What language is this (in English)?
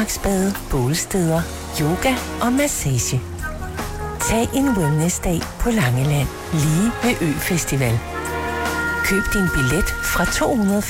Danish